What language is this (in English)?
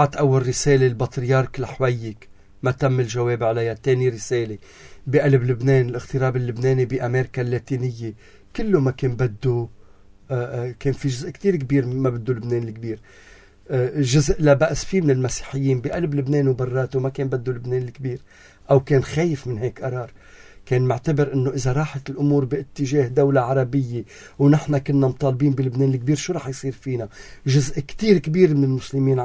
North Levantine Arabic